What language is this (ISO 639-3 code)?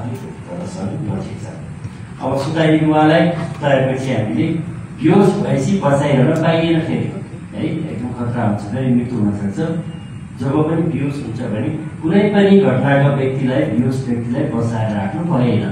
nep